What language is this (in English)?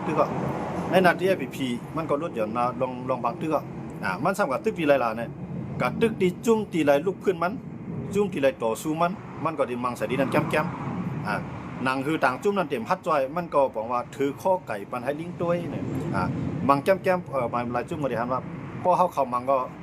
Shan